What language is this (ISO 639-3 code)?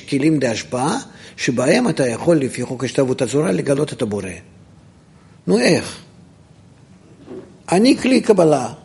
heb